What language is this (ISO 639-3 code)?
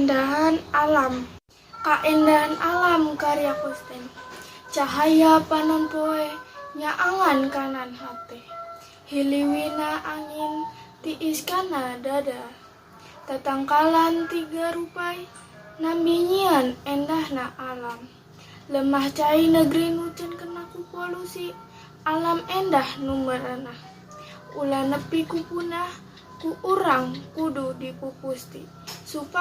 sun